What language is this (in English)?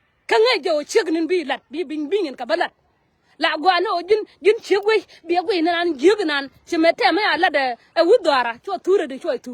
Nuer